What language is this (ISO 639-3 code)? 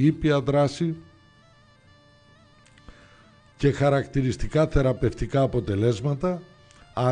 ell